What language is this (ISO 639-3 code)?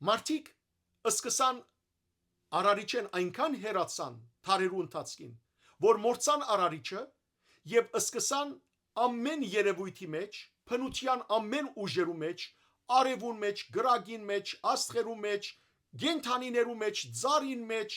hyw